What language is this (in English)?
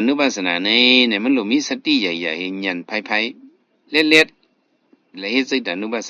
Shan